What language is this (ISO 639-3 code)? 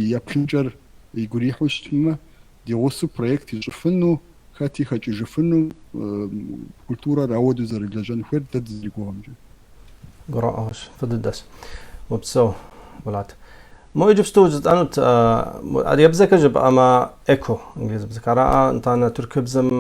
kbd